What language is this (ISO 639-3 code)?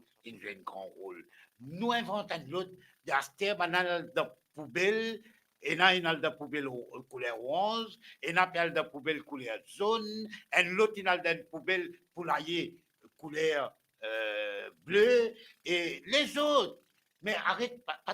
mfe